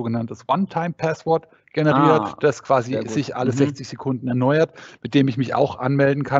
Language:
German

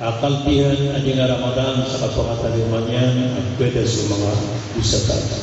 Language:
Maranao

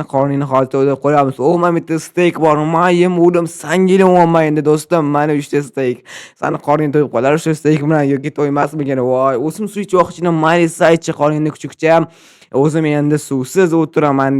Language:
Uzbek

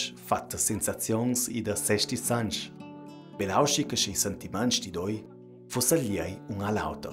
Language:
Ladin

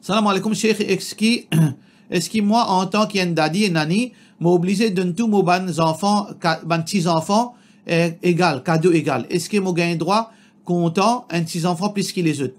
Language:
Morisyen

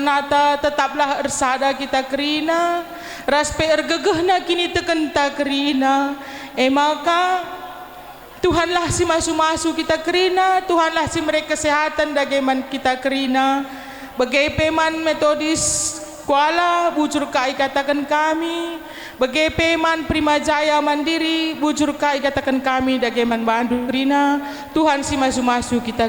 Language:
Batak Karo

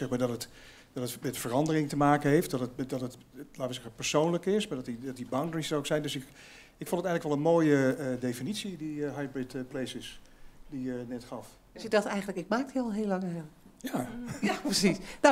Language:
Dutch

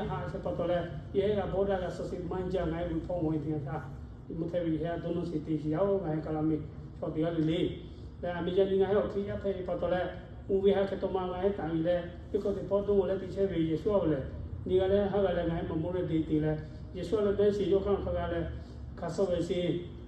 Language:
Lahu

